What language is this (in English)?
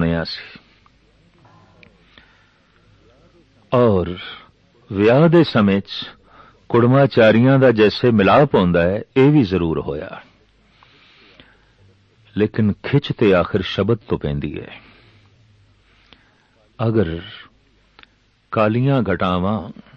Punjabi